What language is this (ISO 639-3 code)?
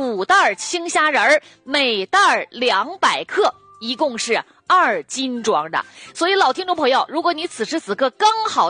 zho